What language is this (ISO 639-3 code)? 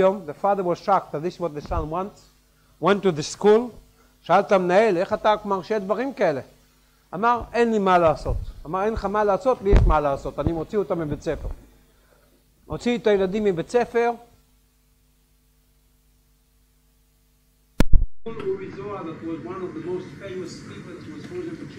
heb